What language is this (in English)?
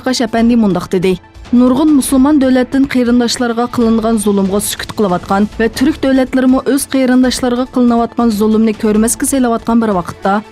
Uyghur